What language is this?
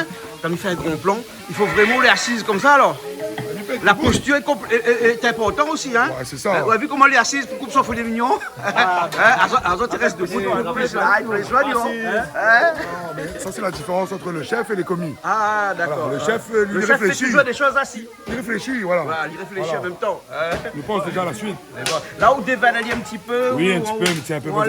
Réunion Creole French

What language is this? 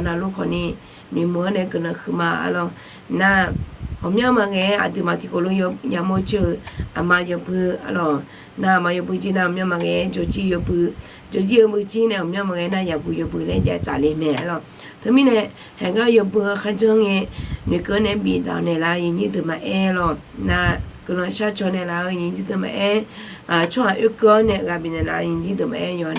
Akha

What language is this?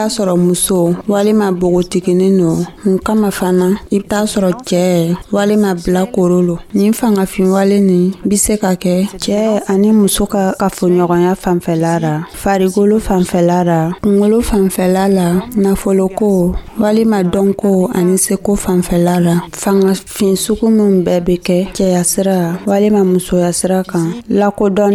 Dyula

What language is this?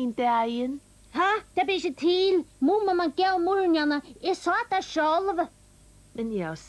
Faroese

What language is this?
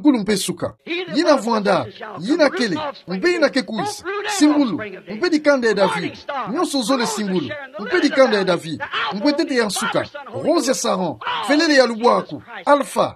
Kituba (Democratic Republic of Congo)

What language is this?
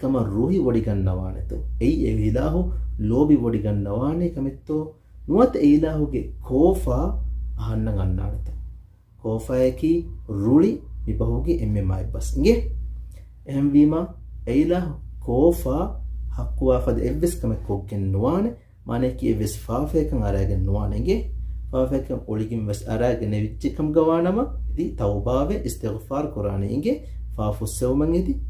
Divehi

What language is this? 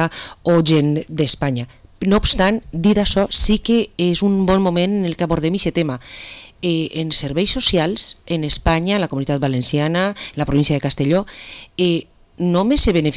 Catalan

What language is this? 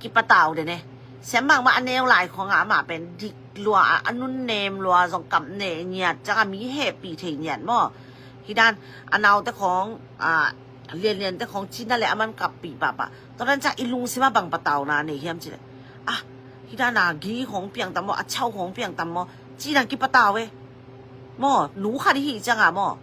Tedim Chin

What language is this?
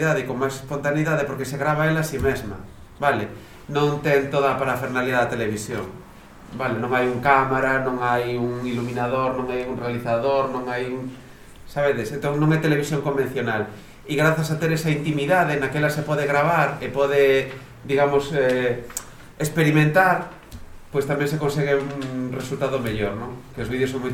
Galician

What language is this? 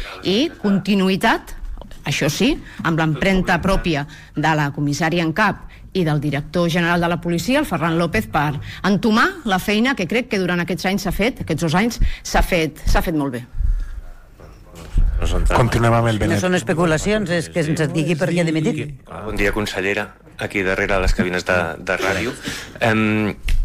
Catalan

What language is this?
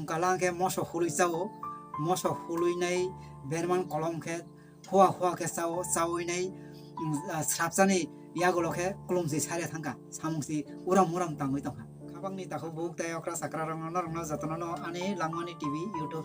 Kok Borok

